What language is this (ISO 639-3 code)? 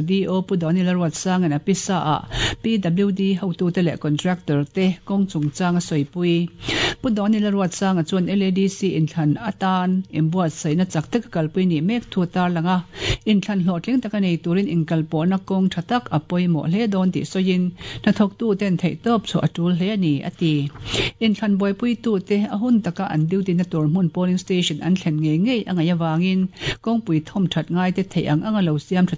lus